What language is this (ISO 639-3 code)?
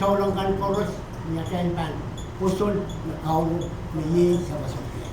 pon